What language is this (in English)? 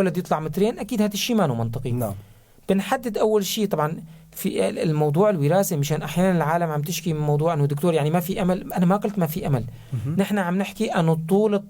North Levantine Arabic